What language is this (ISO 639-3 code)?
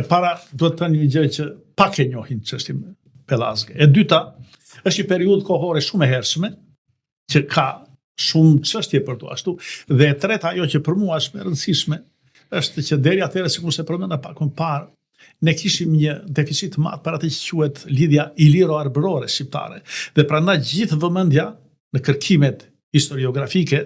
sqi